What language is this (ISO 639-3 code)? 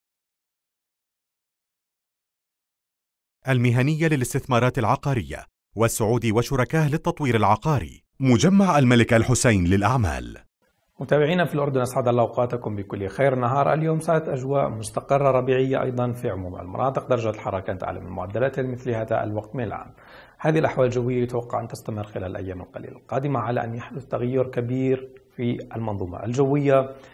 ara